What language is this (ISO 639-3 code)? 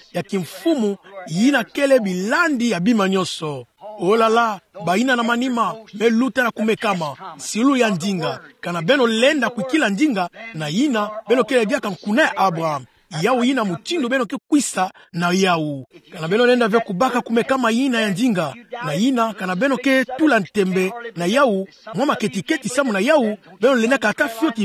ktu